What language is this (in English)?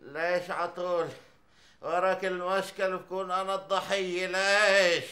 North Levantine Arabic